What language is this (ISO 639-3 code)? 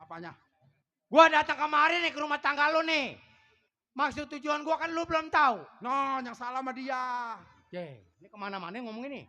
bew